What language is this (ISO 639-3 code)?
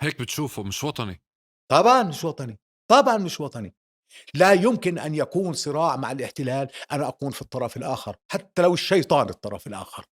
apc